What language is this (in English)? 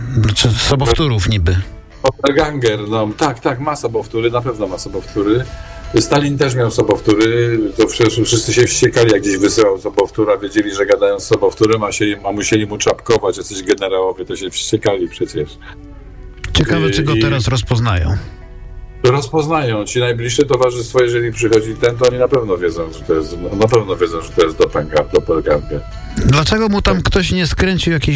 Polish